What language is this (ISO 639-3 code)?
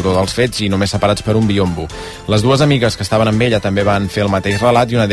cat